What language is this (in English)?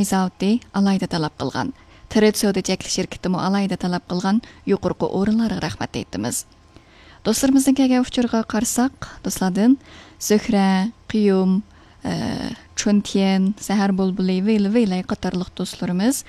Uyghur